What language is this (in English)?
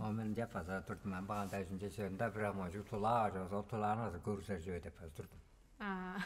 Tuvinian